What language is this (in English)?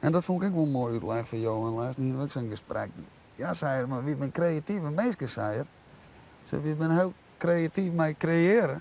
Western Frisian